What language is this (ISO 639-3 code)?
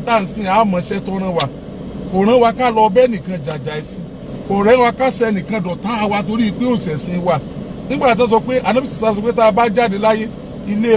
yor